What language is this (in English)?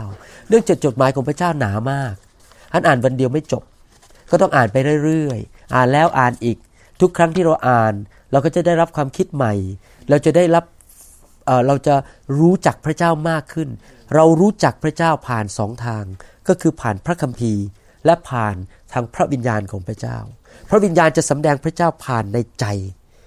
Thai